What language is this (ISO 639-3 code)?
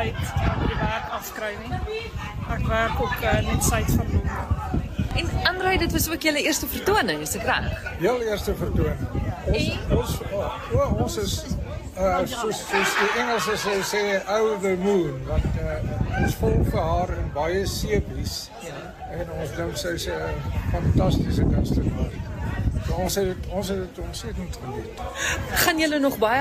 afr